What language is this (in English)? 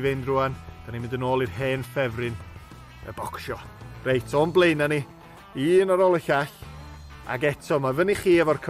Welsh